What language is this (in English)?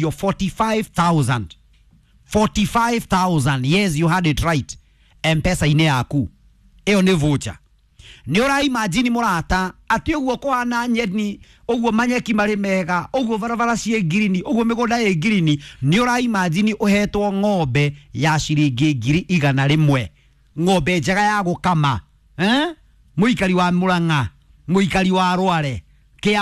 Kikuyu